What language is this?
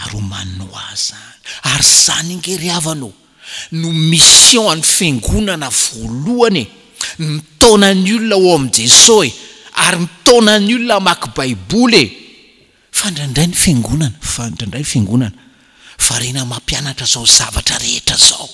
Malagasy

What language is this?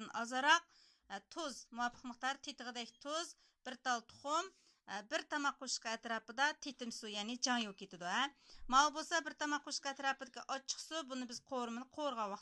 Uyghur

